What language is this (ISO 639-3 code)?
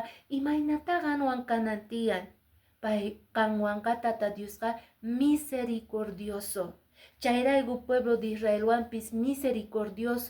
que